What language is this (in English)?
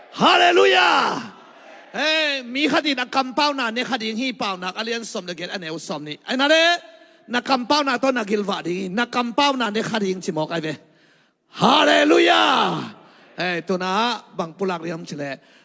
Tedim Chin